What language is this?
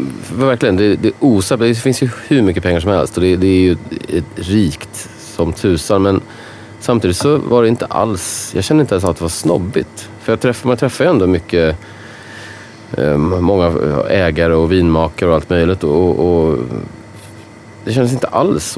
Swedish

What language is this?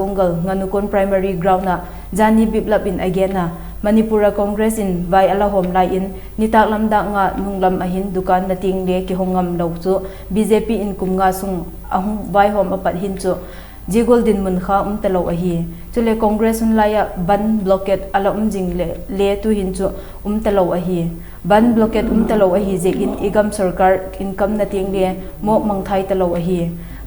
Vaiphei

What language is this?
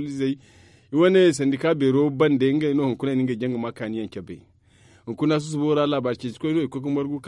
Zarma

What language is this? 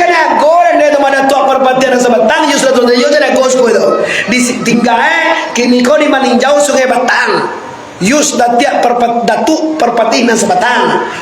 Minangkabau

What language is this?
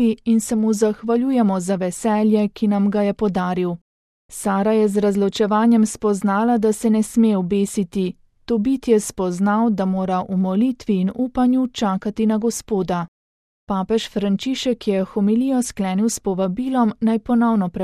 Slovenian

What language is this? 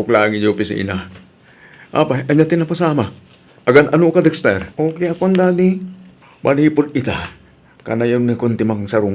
Iloko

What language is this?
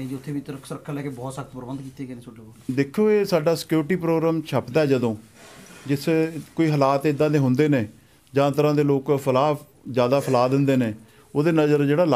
Punjabi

